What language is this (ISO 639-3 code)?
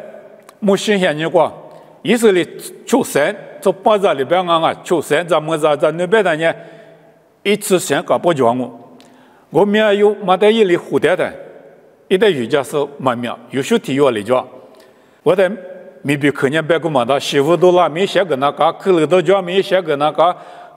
lis